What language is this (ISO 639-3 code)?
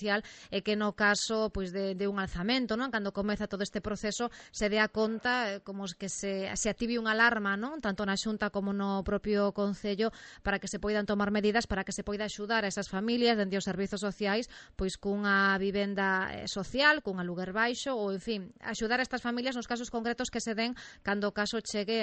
glg